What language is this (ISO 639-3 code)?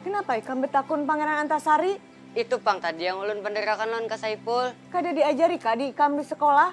bjn